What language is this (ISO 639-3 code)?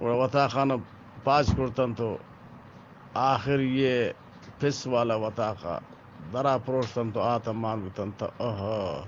bgp